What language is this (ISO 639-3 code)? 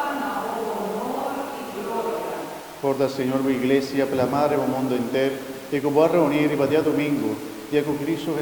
pap